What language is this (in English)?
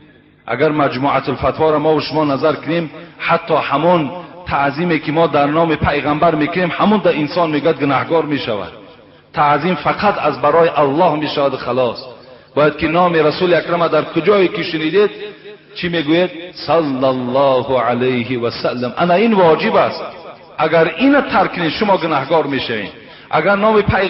Tajik